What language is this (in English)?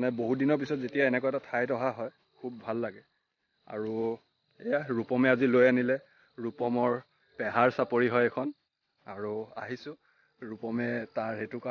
Assamese